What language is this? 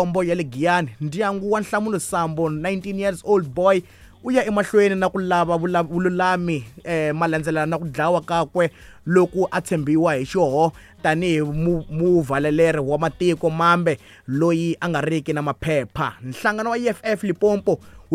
Tsonga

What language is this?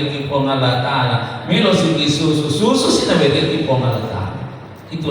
Buginese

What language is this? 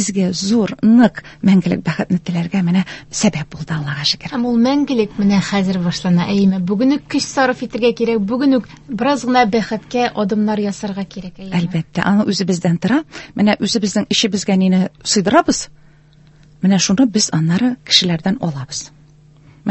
Tatar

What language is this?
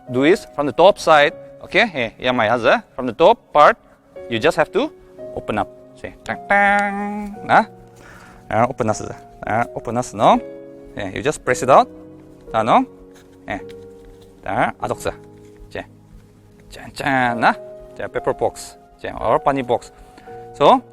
Ao Naga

